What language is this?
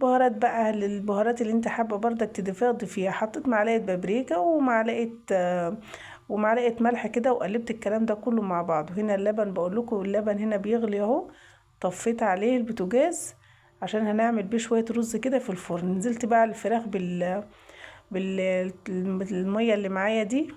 Egyptian Arabic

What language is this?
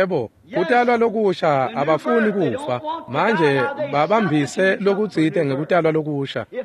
Swati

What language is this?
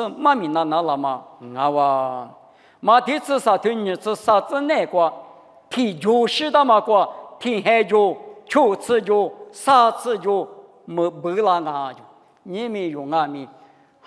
Lisu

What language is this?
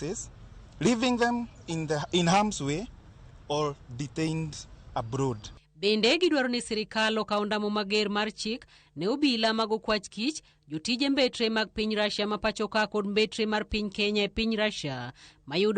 Luo (Kenya and Tanzania)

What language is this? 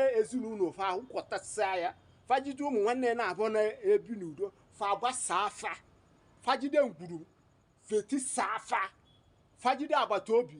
Igbo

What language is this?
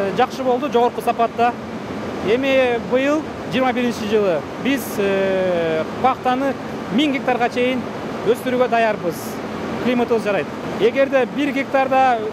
Kyrgyz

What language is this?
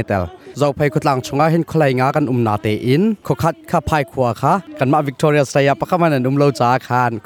Hakha Chin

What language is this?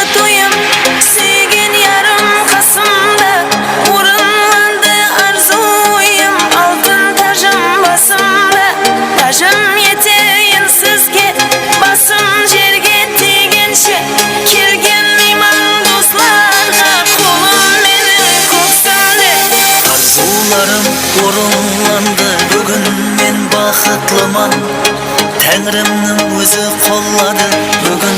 Kara-Kalpak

